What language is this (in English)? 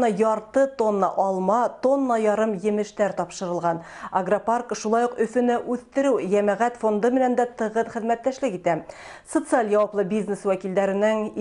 Bashkir